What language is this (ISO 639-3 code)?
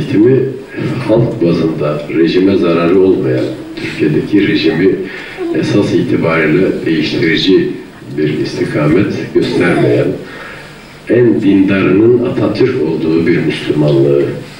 tur